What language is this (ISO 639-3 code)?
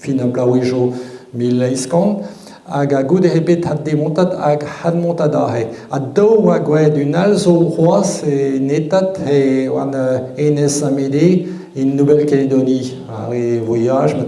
bre